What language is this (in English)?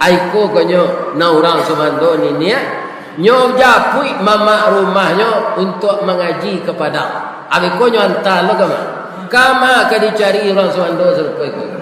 Minangkabau